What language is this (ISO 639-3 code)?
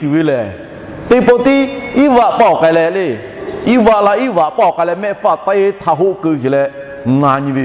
lhu